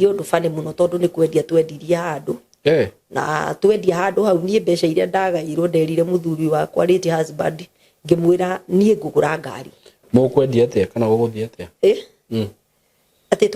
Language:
Kikuyu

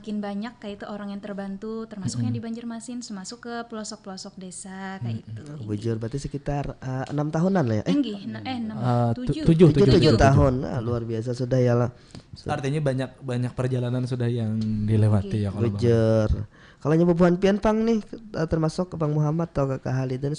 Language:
Banjar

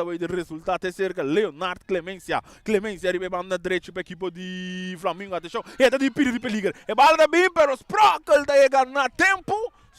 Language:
Papiamento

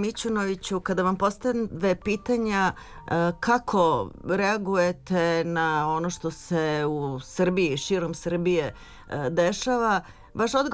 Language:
Serbian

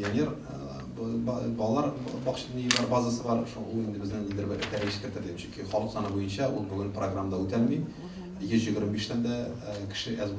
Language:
Tatar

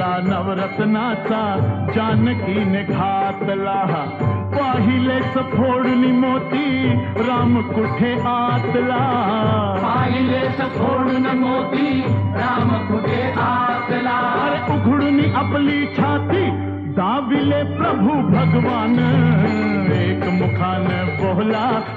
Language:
Marathi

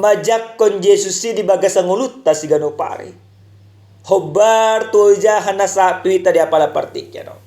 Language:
Batak Toba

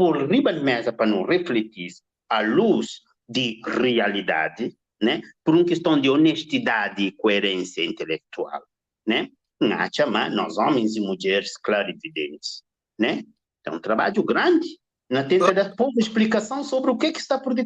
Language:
Kabuverdianu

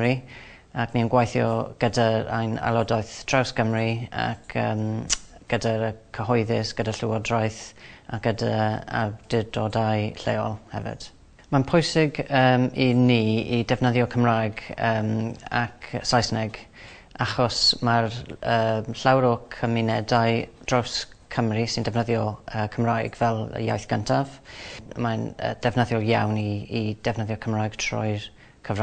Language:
Welsh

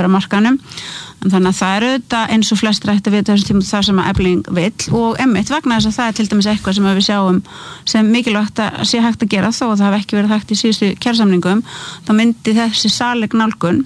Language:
Icelandic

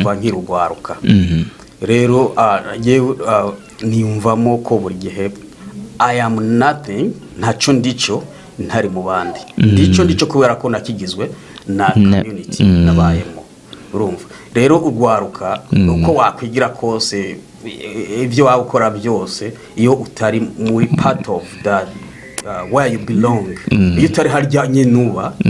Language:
Rundi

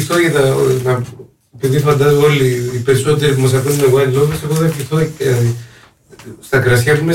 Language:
Greek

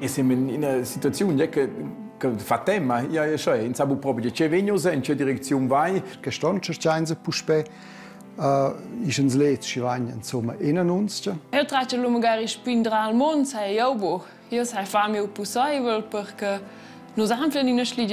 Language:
Romansh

